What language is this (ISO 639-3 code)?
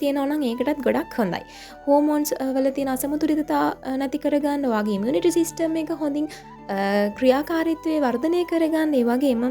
sin